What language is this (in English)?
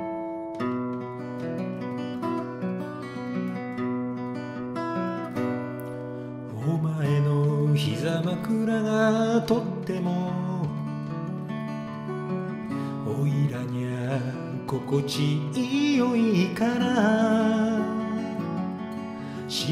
Japanese